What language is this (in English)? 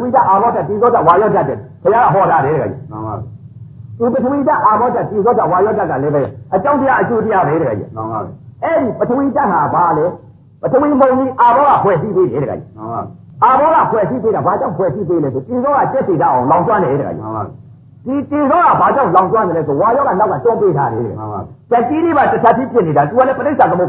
Burmese